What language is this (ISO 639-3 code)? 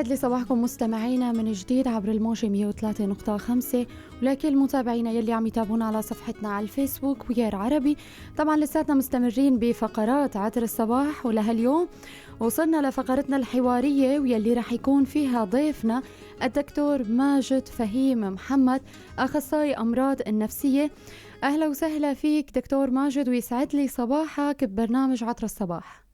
apc